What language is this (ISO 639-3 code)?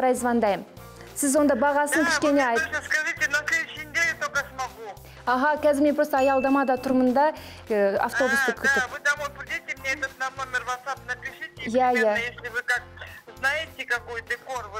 kaz